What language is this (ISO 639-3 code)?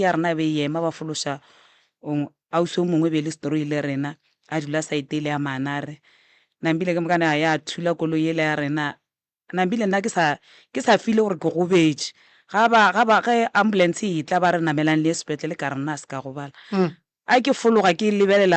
nso